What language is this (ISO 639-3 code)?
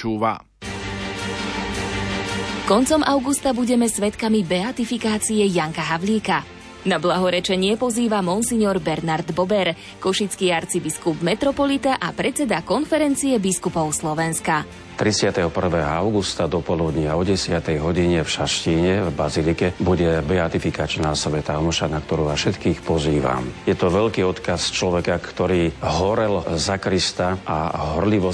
slk